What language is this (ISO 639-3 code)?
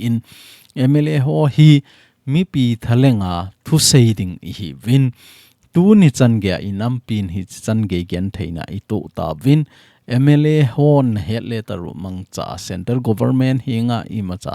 tcz